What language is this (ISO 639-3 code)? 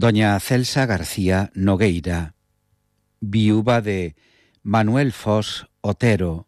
glg